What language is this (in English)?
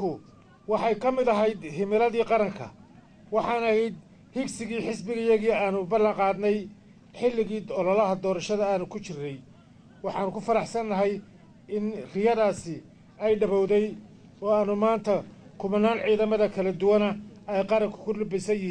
Somali